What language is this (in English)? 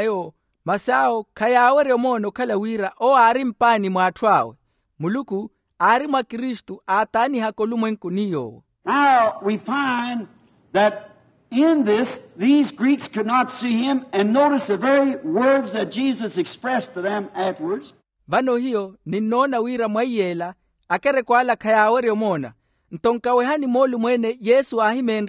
Makhuwa